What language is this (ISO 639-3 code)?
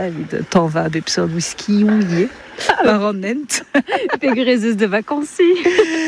bre